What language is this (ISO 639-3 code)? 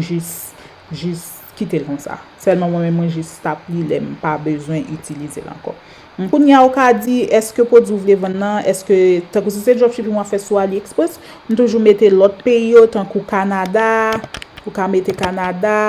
hat